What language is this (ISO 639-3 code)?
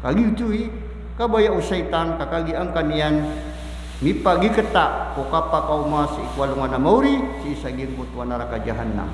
mrw